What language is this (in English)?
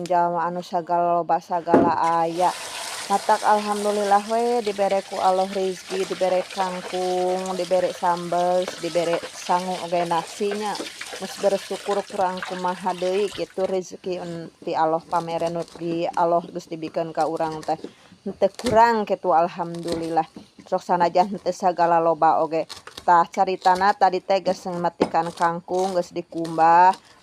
Sundanese